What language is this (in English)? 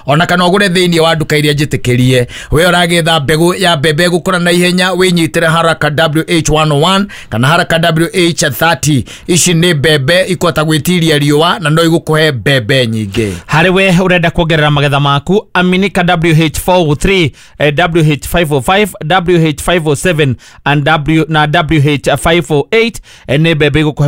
Kikuyu